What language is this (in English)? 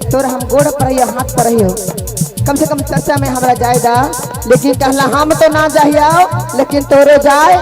Magahi